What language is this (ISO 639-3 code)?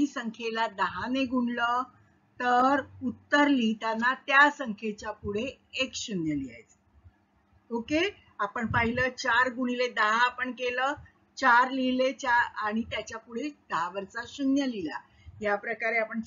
mar